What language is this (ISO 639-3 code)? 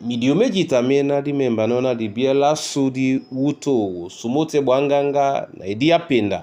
dua